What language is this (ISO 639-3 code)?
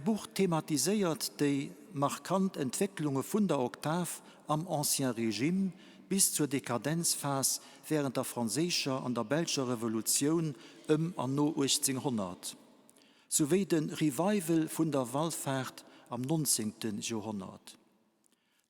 ltz